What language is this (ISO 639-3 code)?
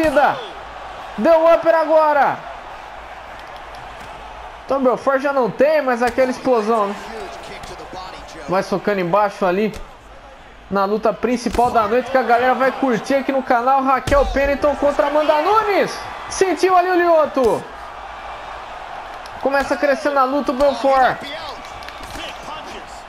por